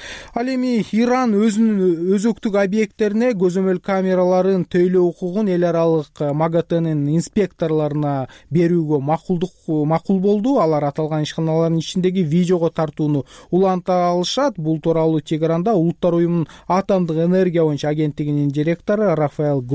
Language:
Kyrgyz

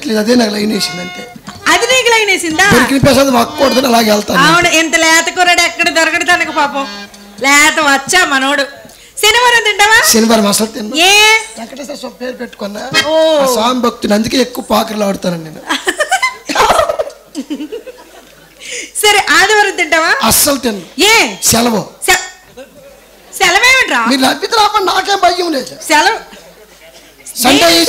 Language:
Telugu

